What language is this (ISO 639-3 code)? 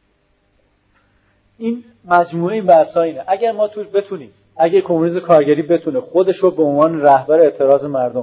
fas